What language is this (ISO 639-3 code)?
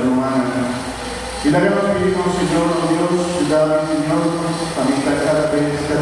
pap